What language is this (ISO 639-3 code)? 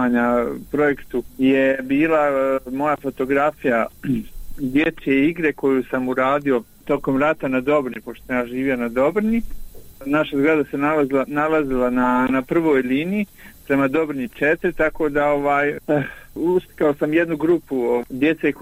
bos